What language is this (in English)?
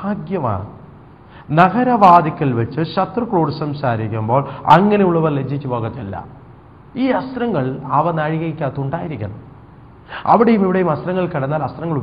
Malayalam